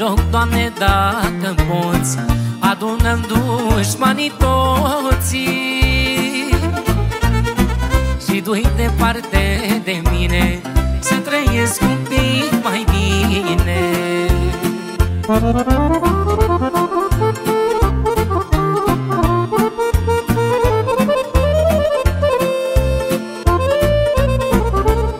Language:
Romanian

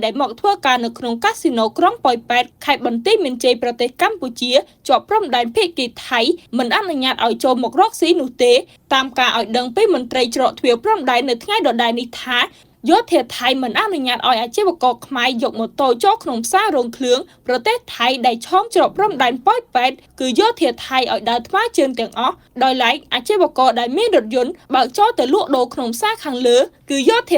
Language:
Khmer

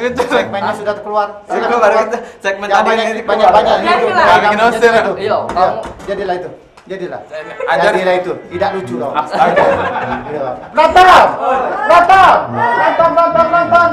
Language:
Musi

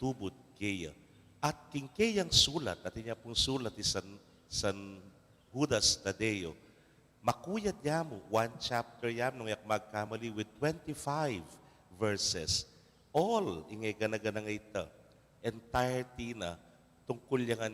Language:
Pampanga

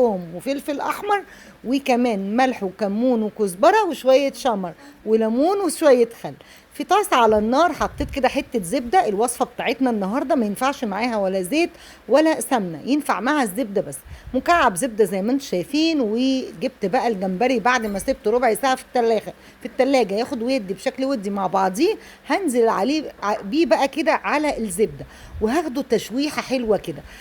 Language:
Egyptian Arabic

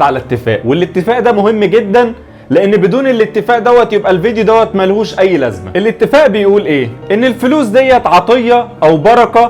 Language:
Egyptian Arabic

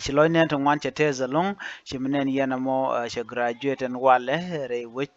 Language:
Nuer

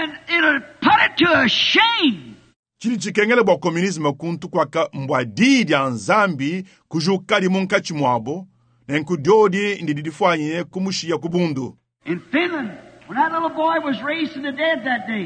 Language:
Luba-Lulua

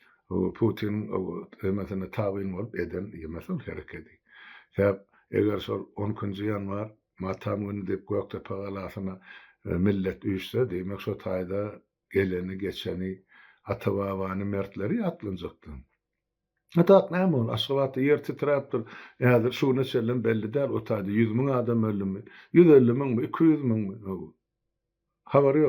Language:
Turkmen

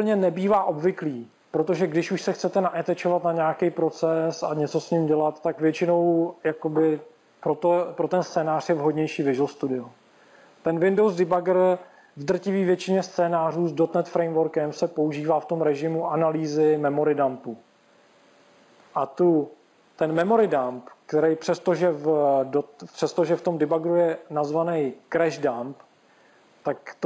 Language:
Czech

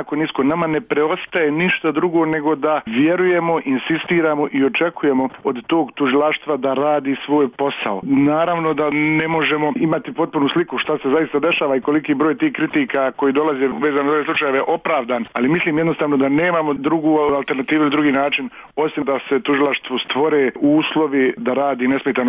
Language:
Bosnian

